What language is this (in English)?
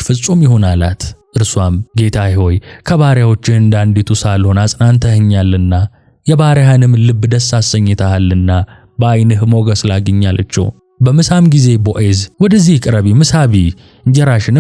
Amharic